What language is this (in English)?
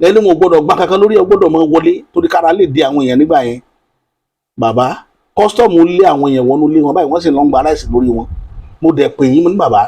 Yoruba